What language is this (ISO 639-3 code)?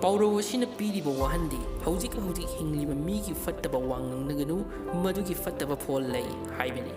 mni